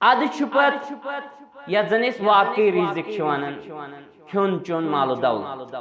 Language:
Kashmiri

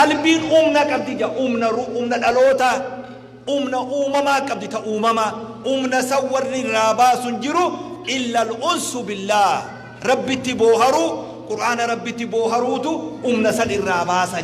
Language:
Oromo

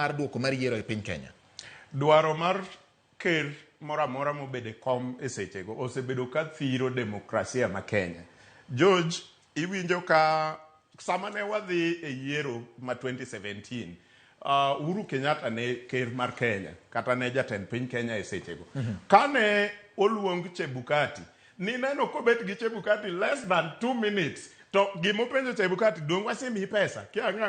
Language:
Luo (Kenya and Tanzania)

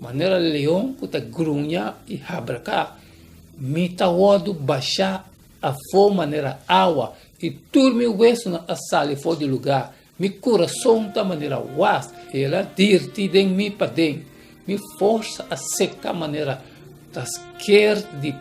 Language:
Papiamento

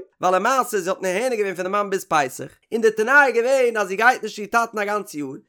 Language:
Yiddish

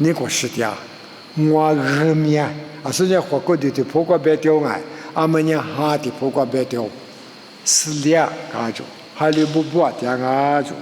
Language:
Lisu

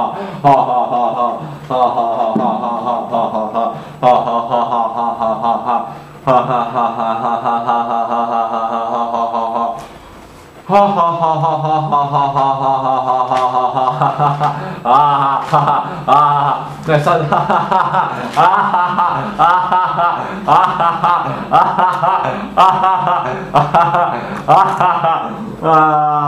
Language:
Serbian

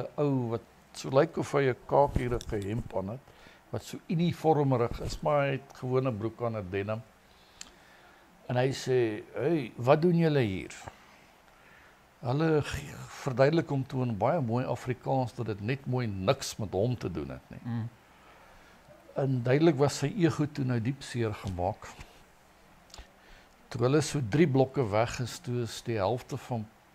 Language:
Afrikaans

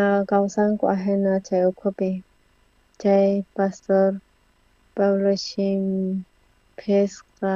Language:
South Bolivian Quechua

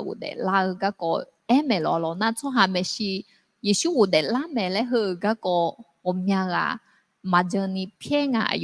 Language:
Akha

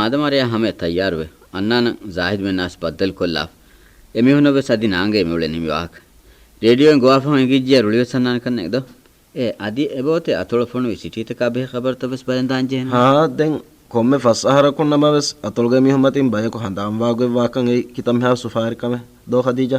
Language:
Divehi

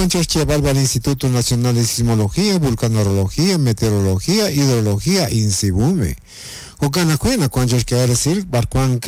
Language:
Kekchí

